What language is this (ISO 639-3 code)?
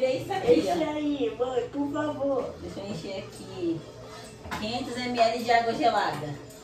por